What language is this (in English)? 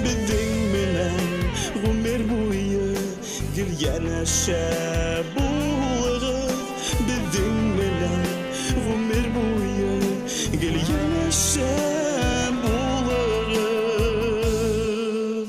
Bashkir